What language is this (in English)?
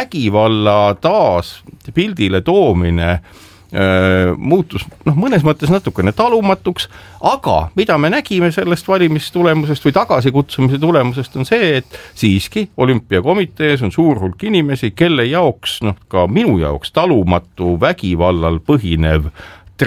Estonian